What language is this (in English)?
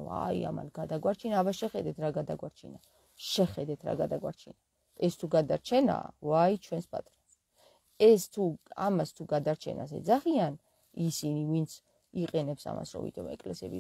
Georgian